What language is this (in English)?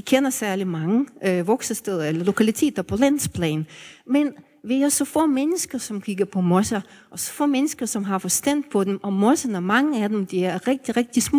Danish